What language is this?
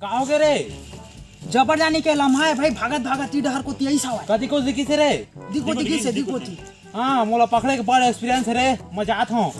Chhattisgarhi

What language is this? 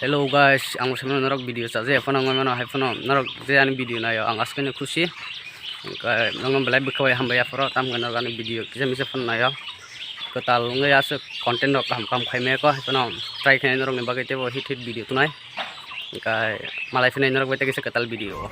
Kok Borok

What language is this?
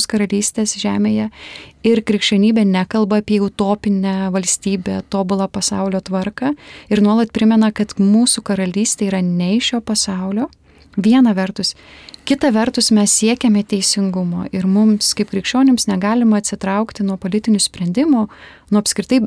Lithuanian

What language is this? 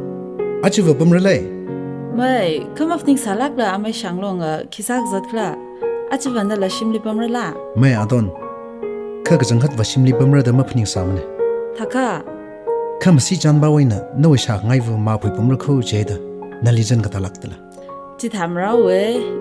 Tangkhul Naga (India)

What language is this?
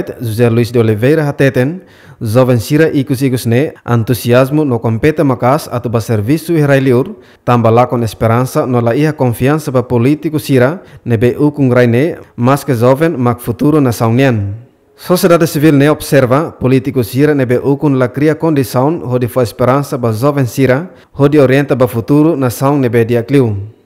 Tetum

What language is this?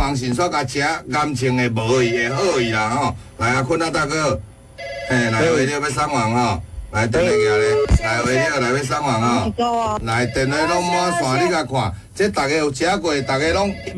Min Nan Chinese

